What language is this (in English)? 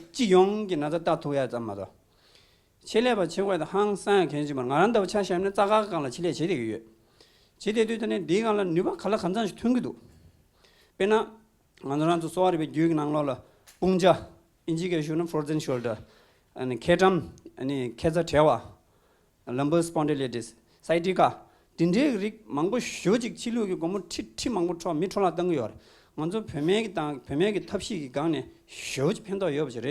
Tibetan